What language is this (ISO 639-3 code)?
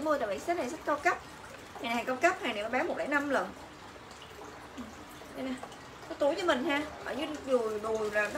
vie